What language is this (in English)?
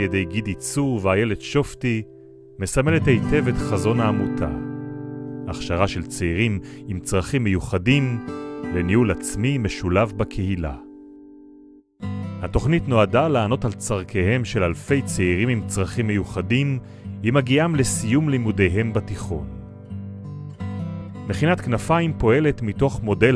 Hebrew